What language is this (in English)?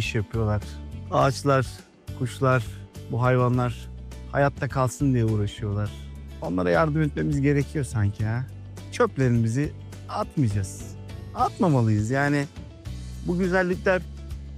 Turkish